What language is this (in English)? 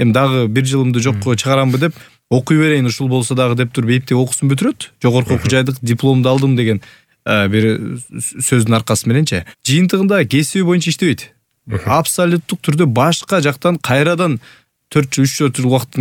Kyrgyz